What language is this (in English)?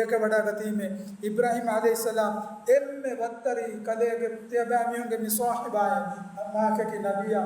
Divehi